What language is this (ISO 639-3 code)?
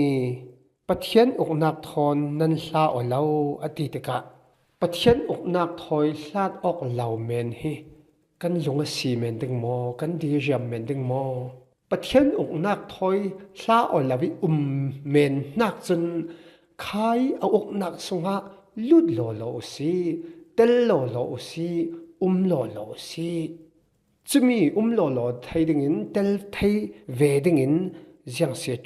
cfm